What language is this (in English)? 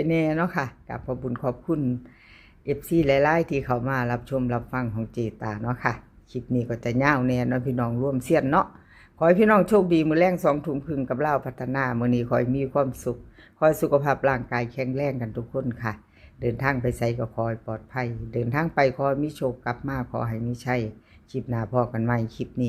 Northeastern Thai